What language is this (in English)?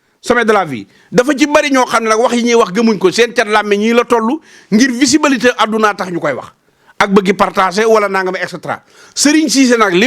Wolof